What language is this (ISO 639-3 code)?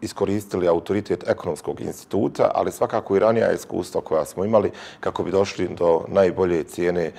bos